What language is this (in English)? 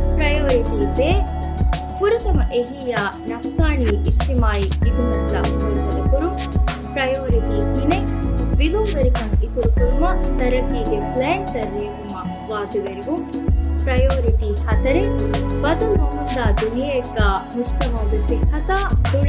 Divehi